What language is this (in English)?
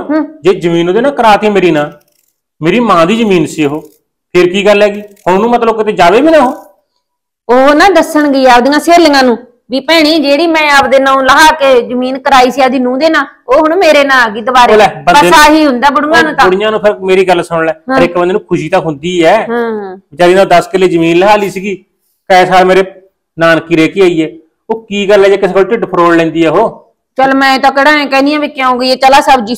Punjabi